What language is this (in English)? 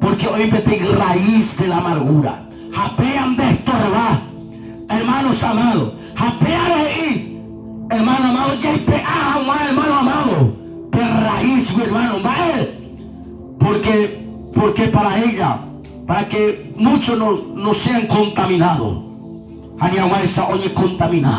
Guarani